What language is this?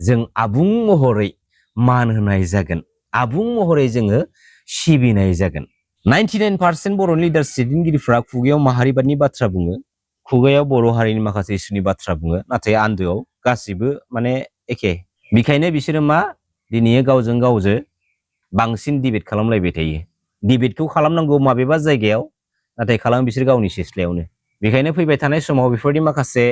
Bodo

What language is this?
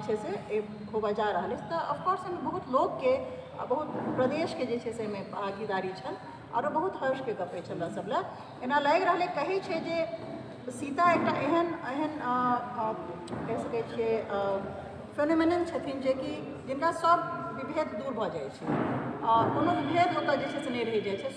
Maithili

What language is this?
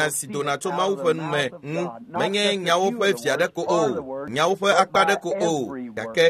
Ewe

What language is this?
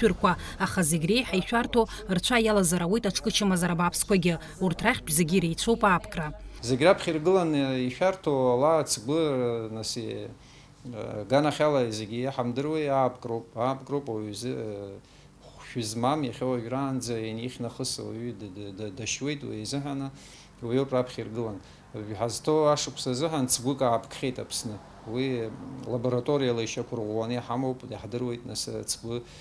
Abkhazian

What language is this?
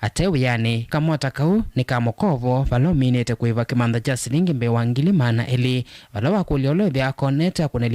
Kamba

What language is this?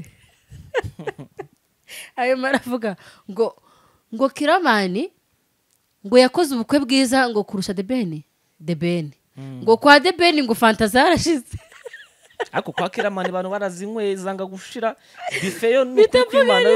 Kinyarwanda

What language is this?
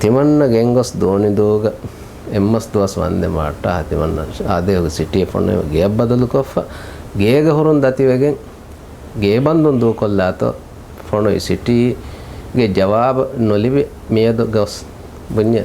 Divehi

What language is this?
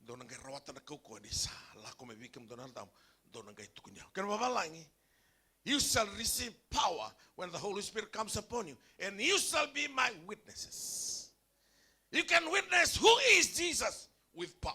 Fijian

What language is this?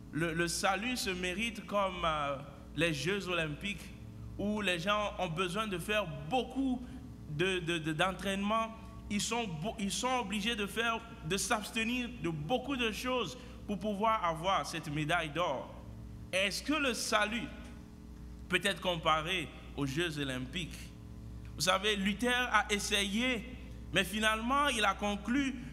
French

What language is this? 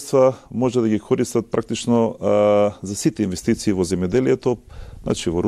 Macedonian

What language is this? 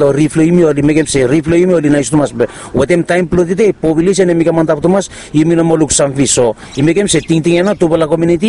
Bislama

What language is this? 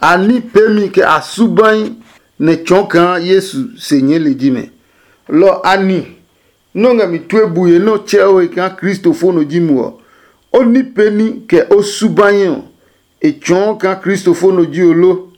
Adangme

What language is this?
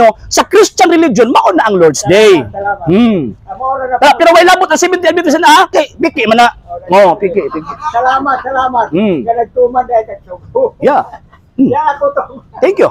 Cebuano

